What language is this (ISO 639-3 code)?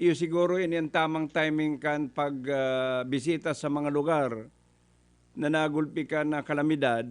bik